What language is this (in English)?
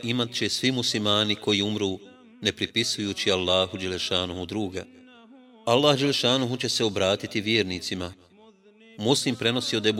Bosnian